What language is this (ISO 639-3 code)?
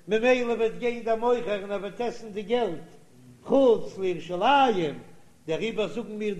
yid